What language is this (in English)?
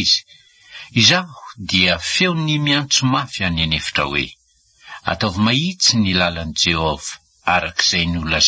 Malagasy